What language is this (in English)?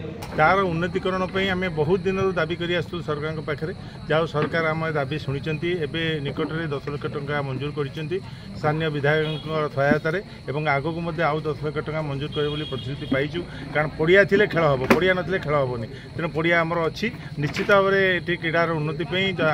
Odia